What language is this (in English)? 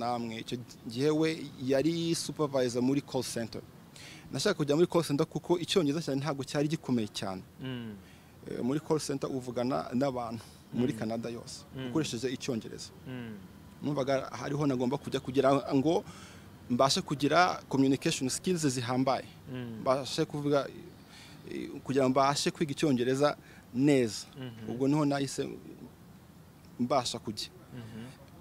Kinyarwanda